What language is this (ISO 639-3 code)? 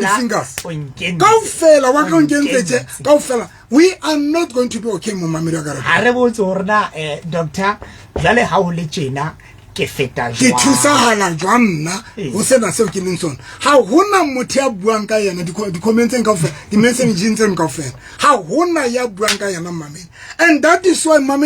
sot